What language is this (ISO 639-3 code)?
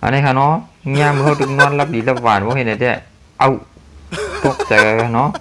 shn